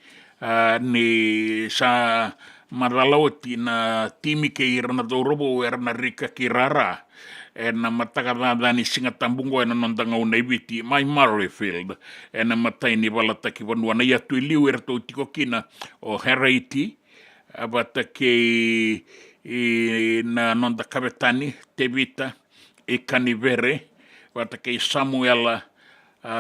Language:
Fijian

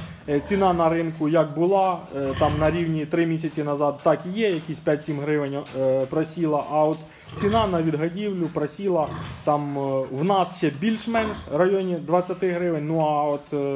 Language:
Ukrainian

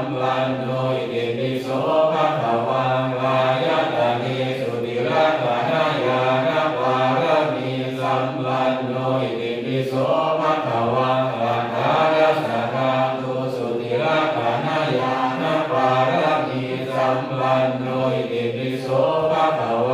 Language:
Pali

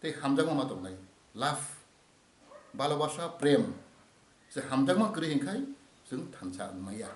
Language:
Kok Borok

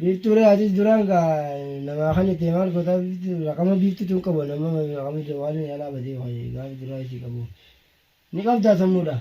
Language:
Oromo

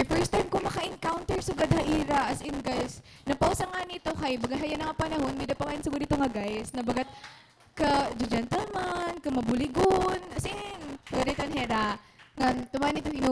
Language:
Waray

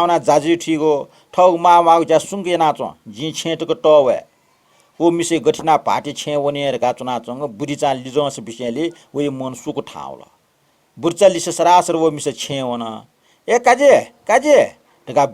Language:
Newari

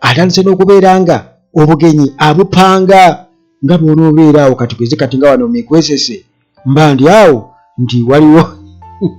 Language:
Ganda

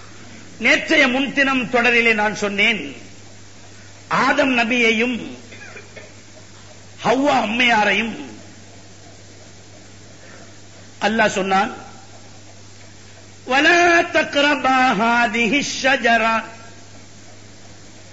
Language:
Tamil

